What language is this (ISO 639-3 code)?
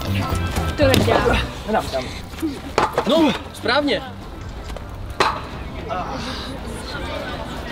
ces